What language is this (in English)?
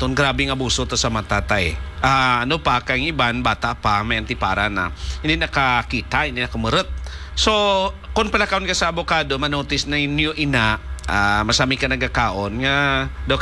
Hiligaynon